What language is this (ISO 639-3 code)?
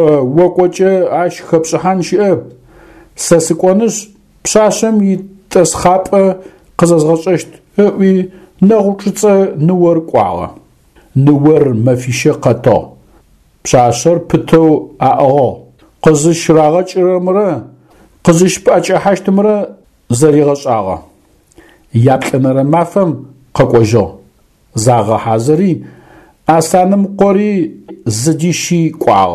ady